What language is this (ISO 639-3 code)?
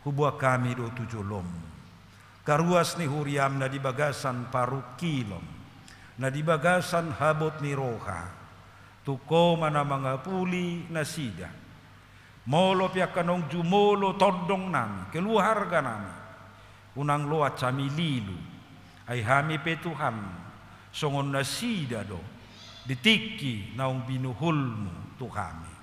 bbc